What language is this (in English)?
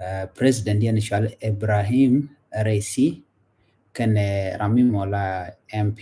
Nuer